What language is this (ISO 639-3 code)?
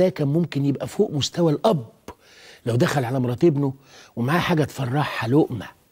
arz